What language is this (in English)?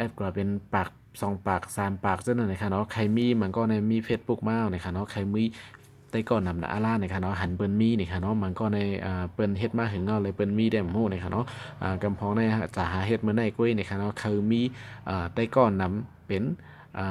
Shan